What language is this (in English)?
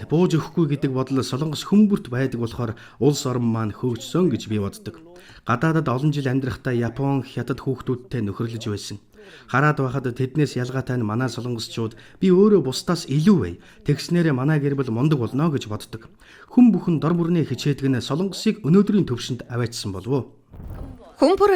Mongolian